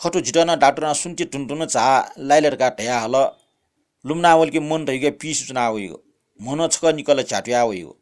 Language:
Newari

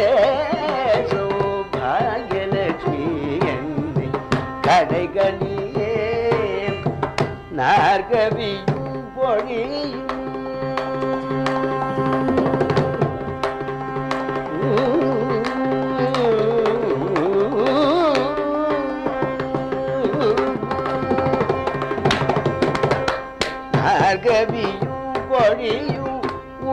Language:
Tamil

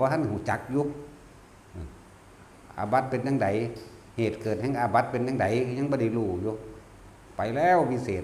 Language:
Northeastern Thai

